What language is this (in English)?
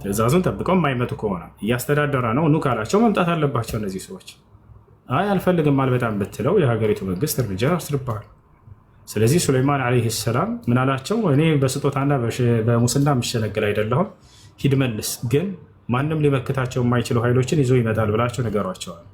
Amharic